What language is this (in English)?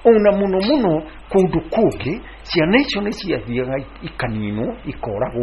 Kikuyu